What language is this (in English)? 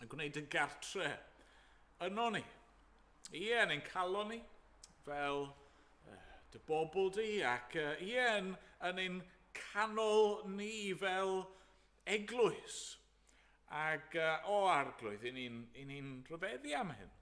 Welsh